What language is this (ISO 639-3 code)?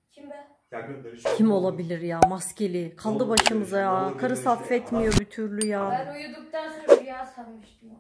tur